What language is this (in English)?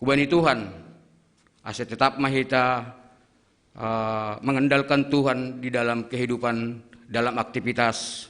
Batak Simalungun